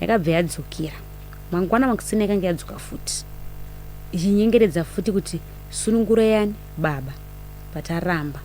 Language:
Shona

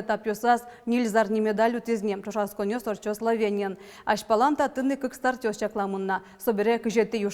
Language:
Udmurt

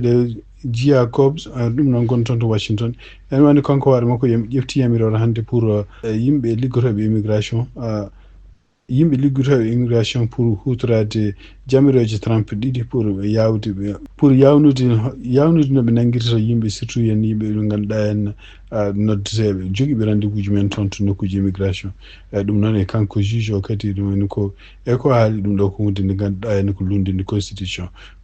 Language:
Fula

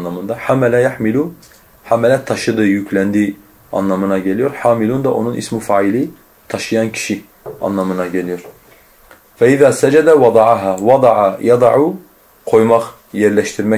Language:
Turkish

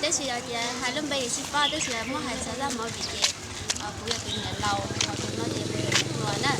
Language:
Hmong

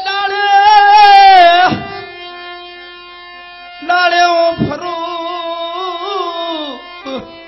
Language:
Gujarati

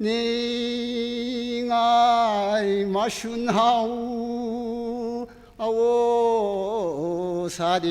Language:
Tangkhul Naga (India)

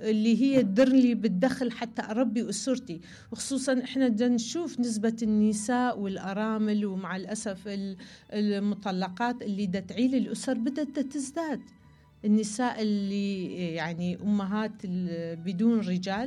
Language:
Mesopotamian Arabic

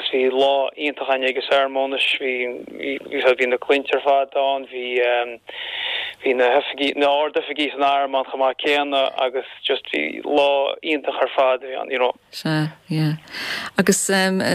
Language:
Irish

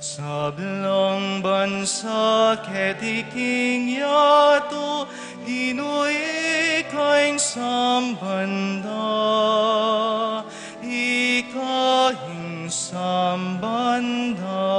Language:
Pampanga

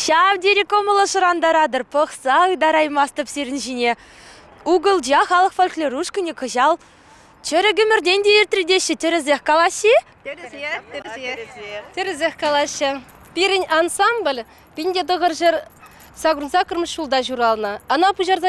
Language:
Chuvash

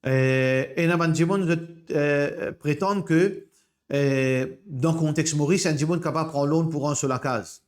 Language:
Morisyen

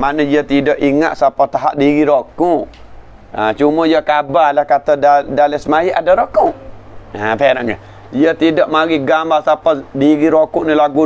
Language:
Malay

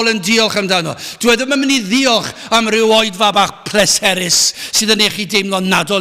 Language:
Welsh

